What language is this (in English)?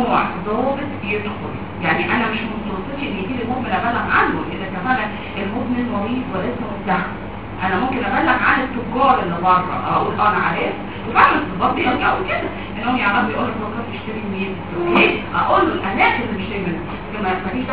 Egyptian Arabic